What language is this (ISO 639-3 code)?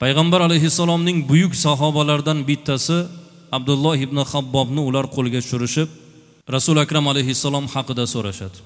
uzb